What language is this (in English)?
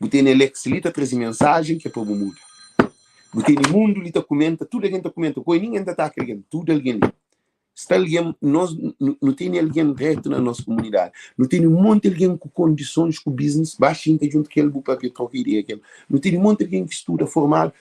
Kabuverdianu